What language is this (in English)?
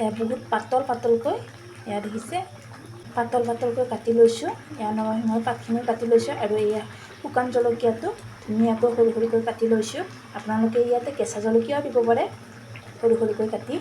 Assamese